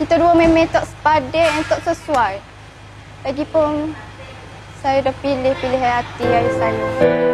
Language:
Minangkabau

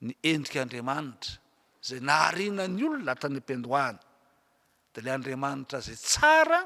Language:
Malagasy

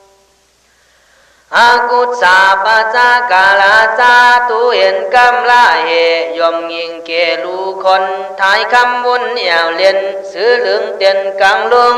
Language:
Khün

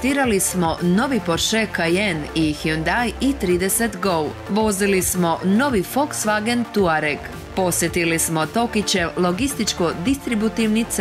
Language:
Croatian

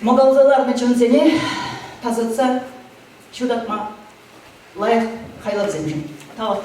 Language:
Chuvash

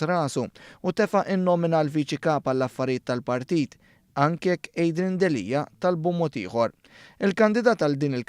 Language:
Maltese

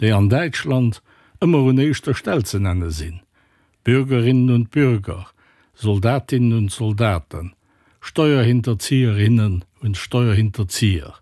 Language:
Luxembourgish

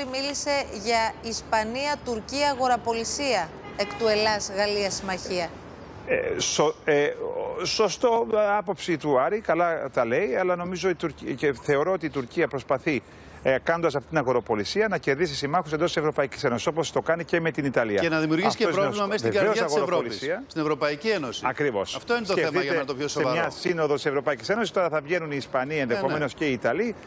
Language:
Greek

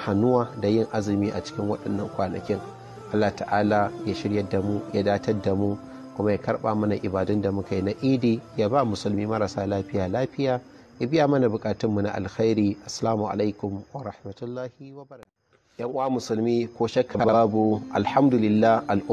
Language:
Hausa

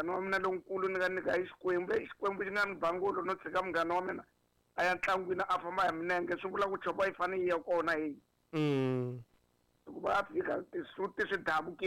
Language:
Tsonga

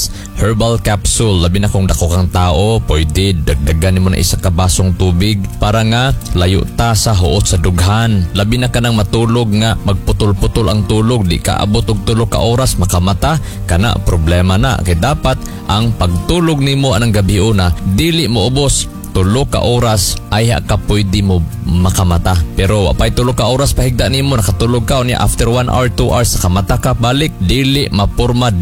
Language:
Cebuano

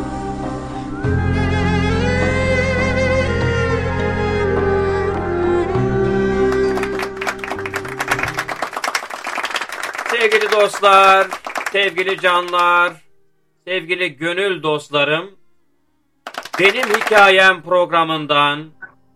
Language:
Turkish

